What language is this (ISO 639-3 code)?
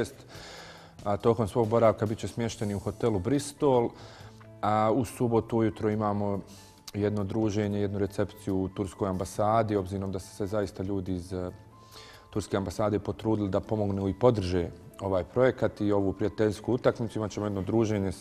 bos